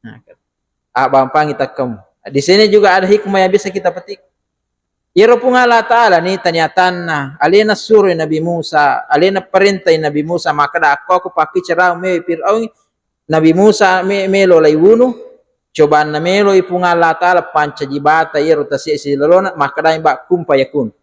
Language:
Buginese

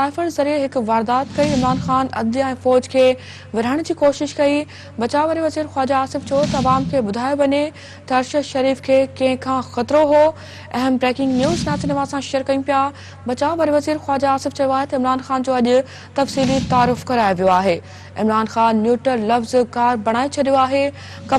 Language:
Sindhi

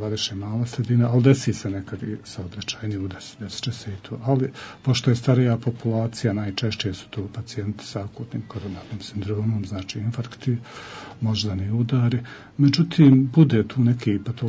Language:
Bosnian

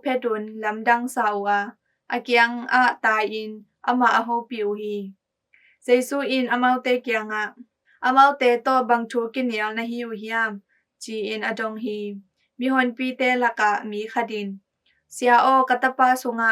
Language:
Tedim Chin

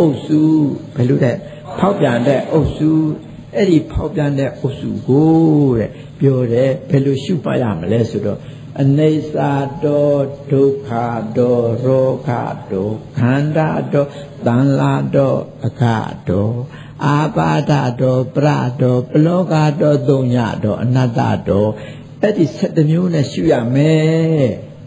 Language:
Burmese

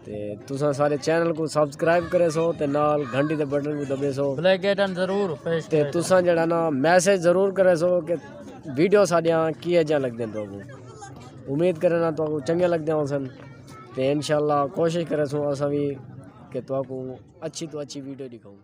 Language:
Saraiki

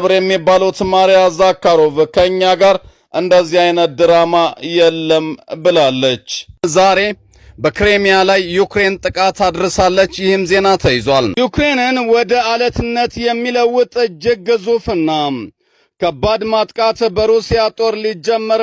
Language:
Amharic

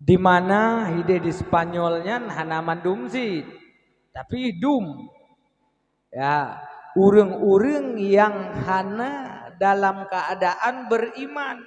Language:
Achinese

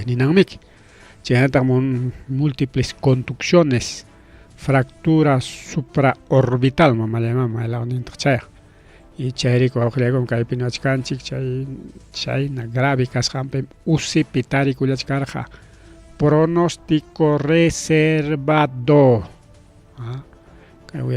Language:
Ayacucho Quechua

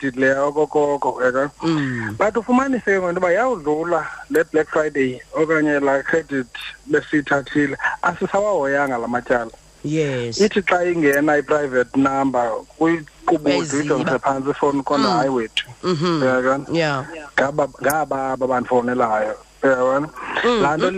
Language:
Xhosa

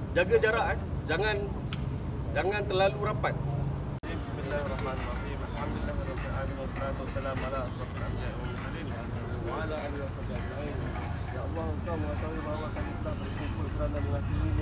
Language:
Malay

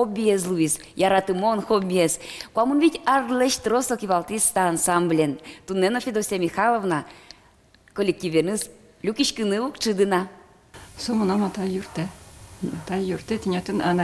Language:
Udmurt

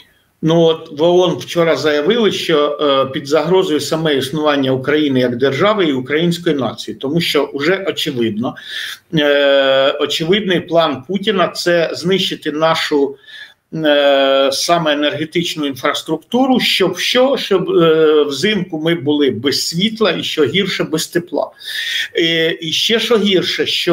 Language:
Ukrainian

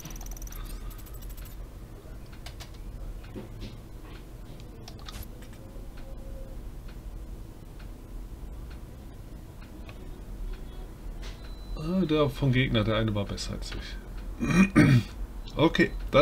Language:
German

